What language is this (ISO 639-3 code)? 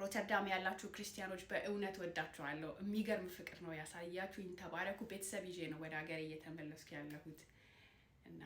amh